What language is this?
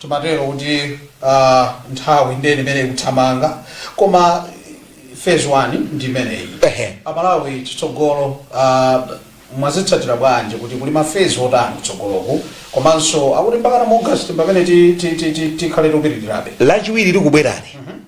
Nyanja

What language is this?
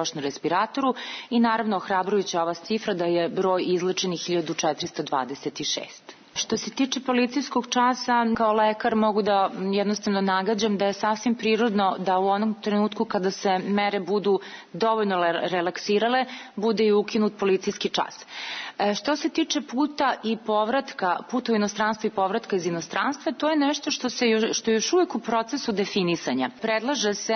Serbian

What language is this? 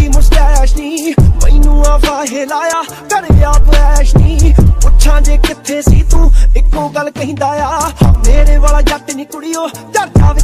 Punjabi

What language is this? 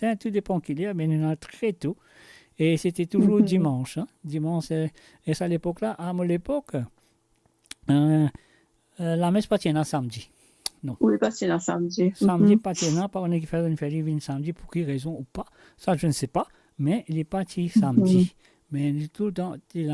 Morisyen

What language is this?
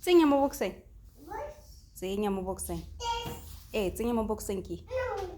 Tswana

